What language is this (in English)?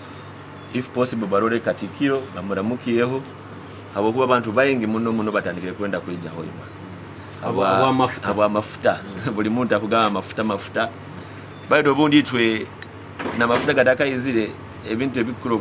Nyoro